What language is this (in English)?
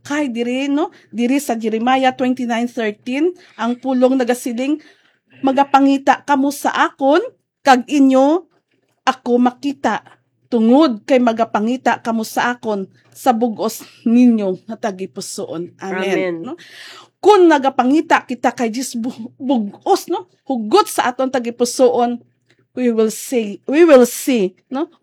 Hiligaynon